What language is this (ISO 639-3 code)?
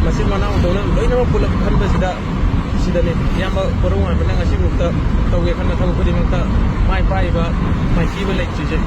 mni